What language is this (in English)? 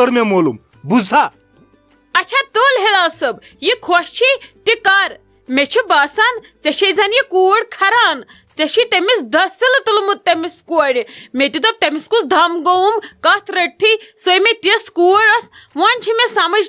Kashmiri